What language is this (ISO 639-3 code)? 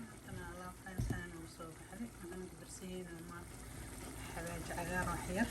som